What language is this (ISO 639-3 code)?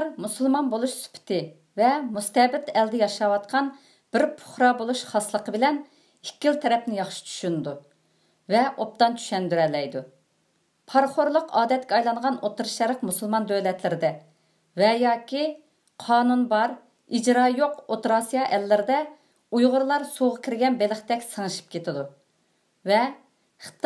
uig